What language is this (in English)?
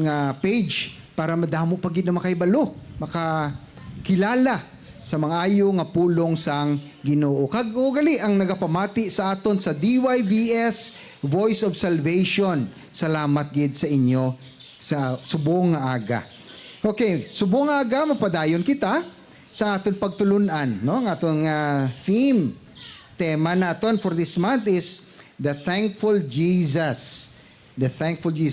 Hiligaynon